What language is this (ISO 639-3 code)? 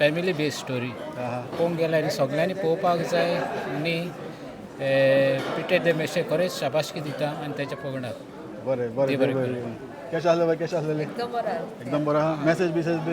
kok